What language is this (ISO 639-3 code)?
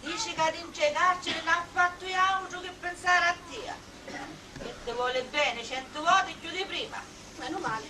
scn